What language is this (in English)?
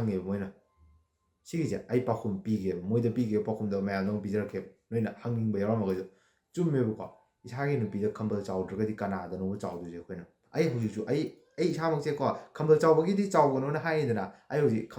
Manipuri